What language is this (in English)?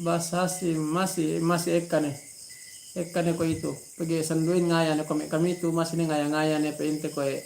Yakan